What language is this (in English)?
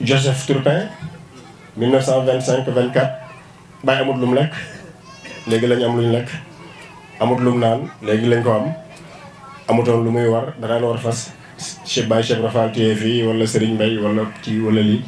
Wolof